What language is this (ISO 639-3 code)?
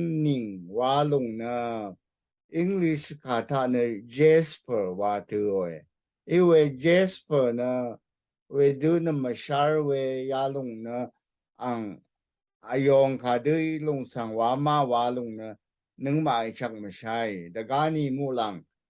raw